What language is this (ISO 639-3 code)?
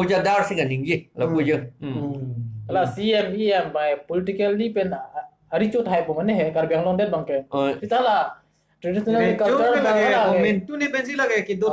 mjw